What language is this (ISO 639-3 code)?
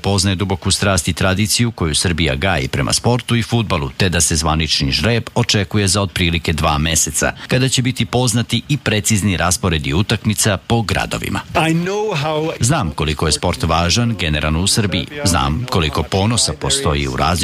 srp